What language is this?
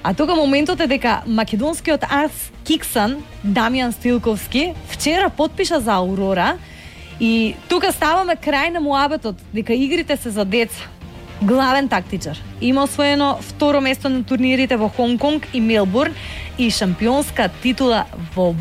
Macedonian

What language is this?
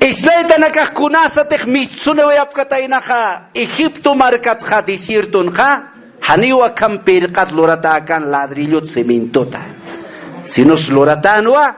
Aymara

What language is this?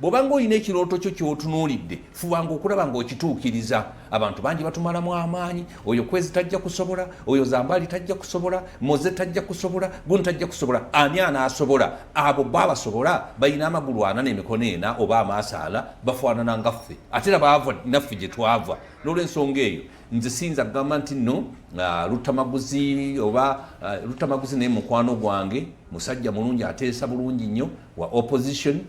Ganda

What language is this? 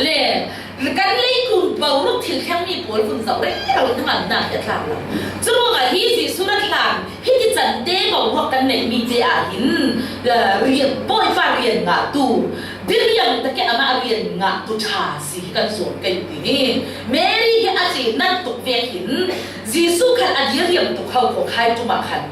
Falam Chin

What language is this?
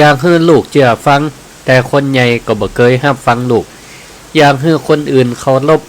Northern Thai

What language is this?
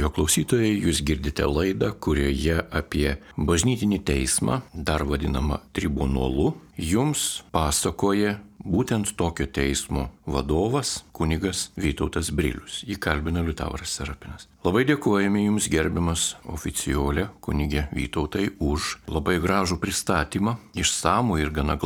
Lithuanian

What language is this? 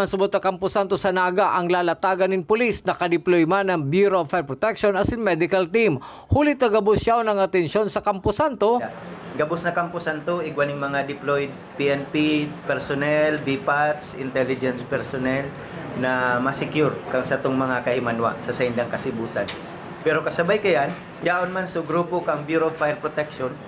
Bikol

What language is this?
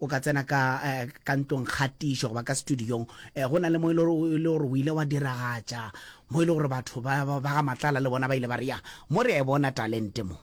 Northern Sotho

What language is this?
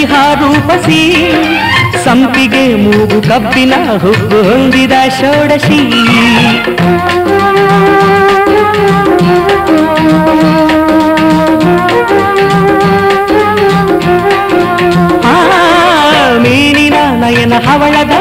Kannada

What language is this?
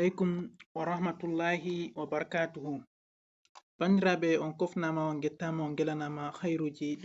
Fula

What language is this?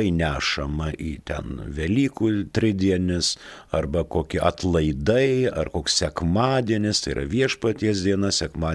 Lithuanian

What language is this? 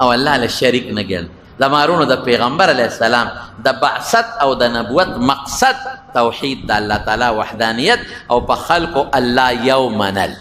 Pashto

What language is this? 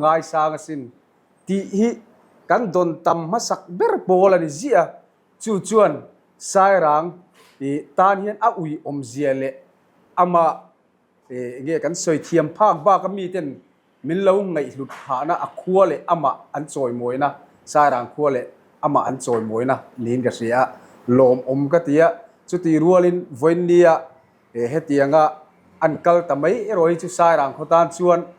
Mizo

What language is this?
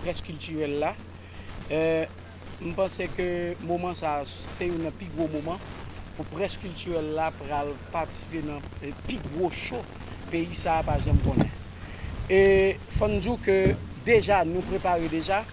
Haitian Creole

